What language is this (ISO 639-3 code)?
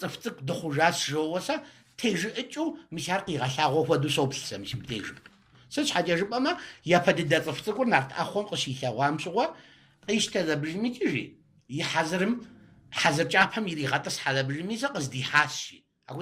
kbd